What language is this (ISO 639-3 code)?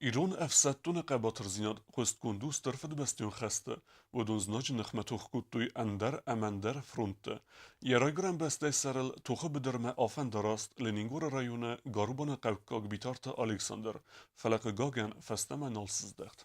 oss